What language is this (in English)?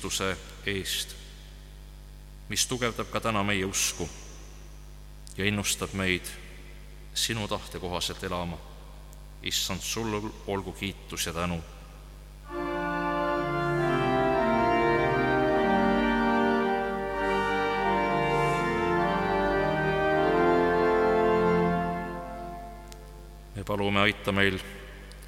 Estonian